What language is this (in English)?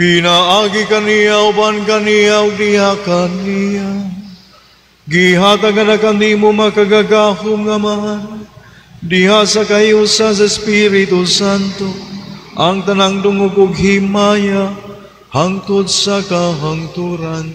Cebuano